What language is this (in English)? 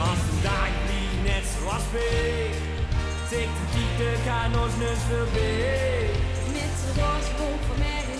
Limburgish